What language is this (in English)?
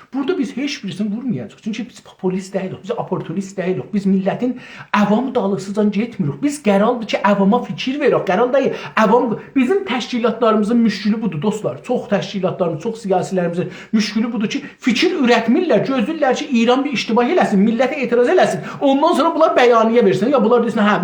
South Azerbaijani